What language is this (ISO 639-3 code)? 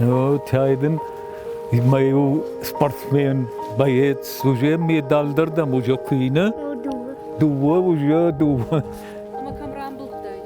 oss